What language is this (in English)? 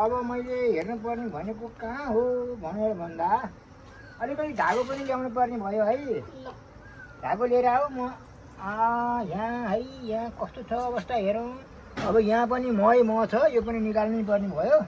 Nepali